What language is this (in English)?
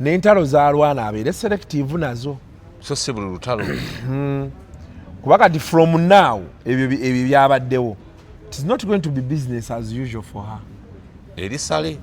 Ganda